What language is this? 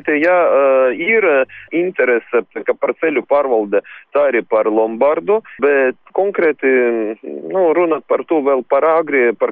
Latvian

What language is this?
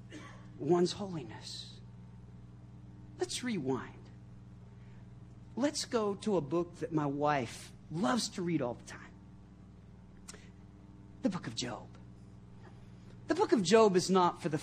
English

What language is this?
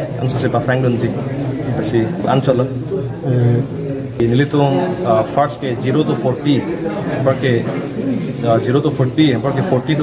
Karbi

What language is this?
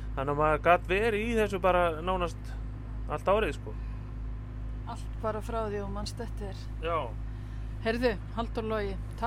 Icelandic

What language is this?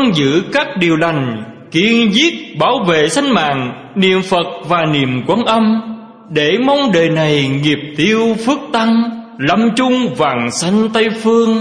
Vietnamese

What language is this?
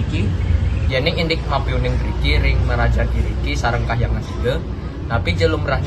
Balinese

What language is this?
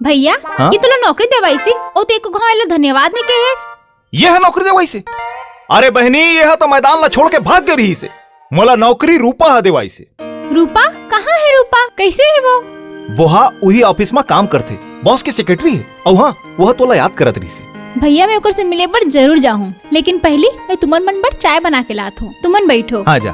Chhattisgarhi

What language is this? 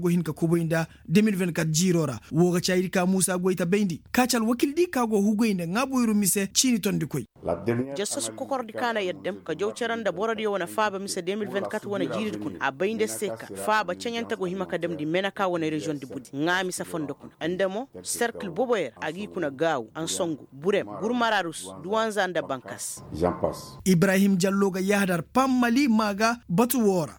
Koyraboro Senni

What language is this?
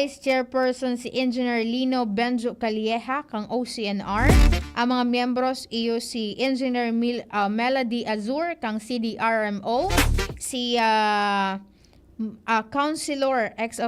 Bikol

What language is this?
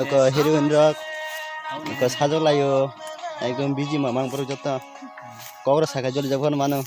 Kok Borok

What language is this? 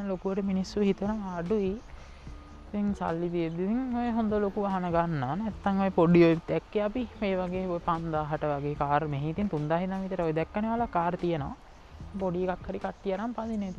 Sinhala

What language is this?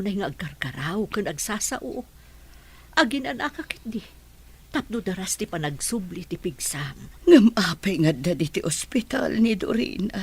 Iloko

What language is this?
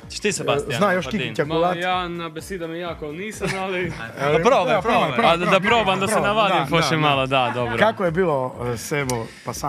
Croatian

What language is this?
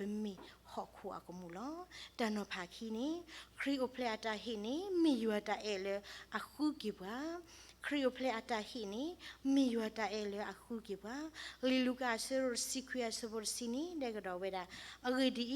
S'gaw Karen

